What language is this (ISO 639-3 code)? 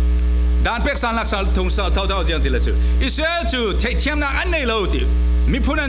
cfm